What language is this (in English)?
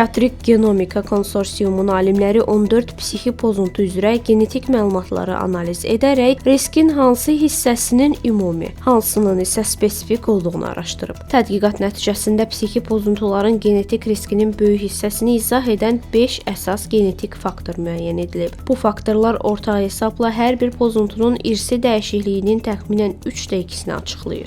Azerbaijani